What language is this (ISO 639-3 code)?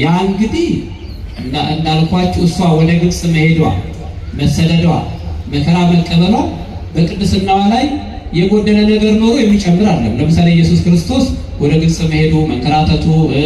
amh